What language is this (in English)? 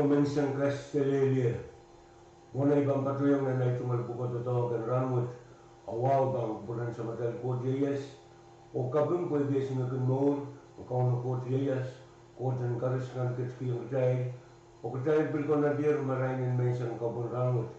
Pohnpeian